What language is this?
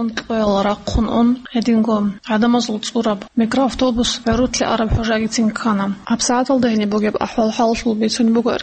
Avaric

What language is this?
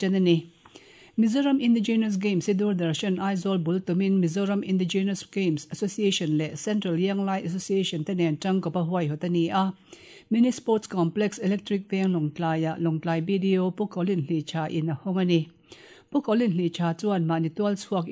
Mizo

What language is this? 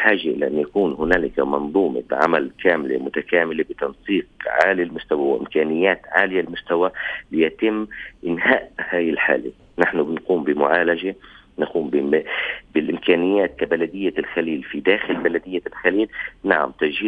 North Levantine Arabic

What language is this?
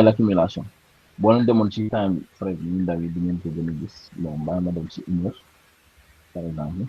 Wolof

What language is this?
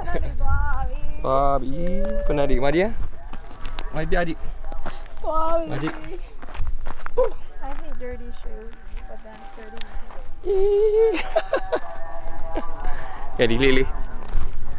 Burmese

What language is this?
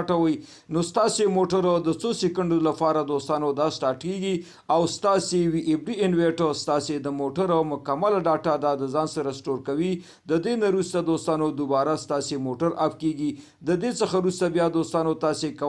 Pashto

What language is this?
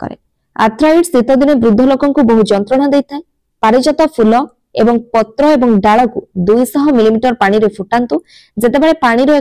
Odia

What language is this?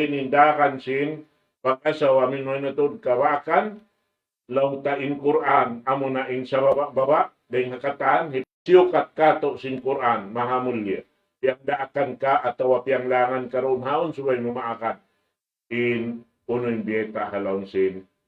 Tausug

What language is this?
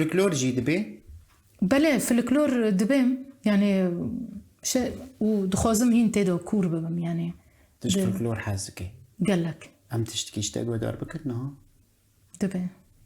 Kurdish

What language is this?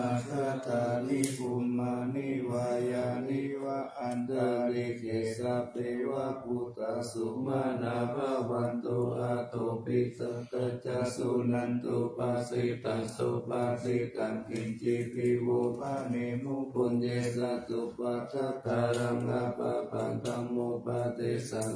Pali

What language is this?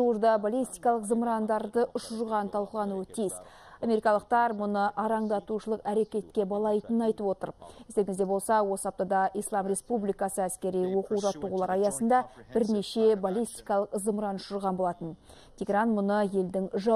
Kazakh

